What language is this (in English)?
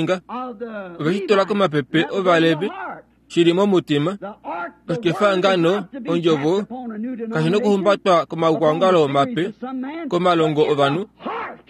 Kuanyama